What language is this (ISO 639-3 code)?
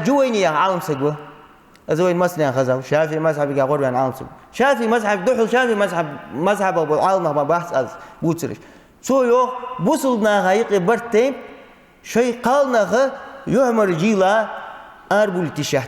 inh